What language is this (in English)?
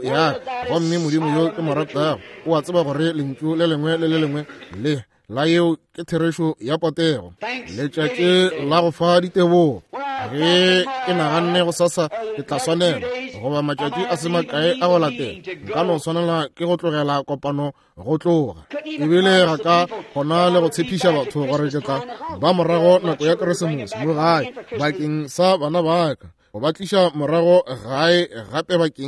Northern Sotho